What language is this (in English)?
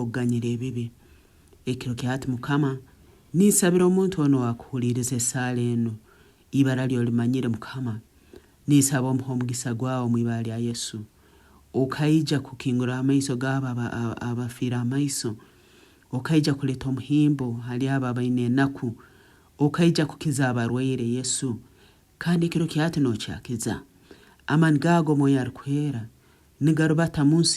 Nyankole